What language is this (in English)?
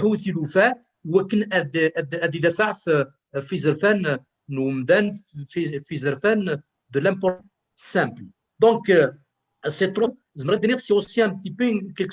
Kabyle